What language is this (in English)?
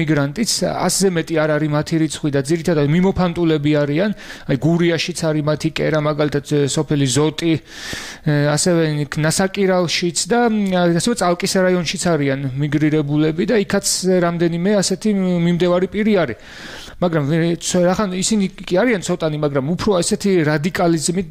Georgian